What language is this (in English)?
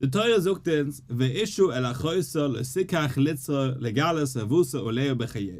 Yiddish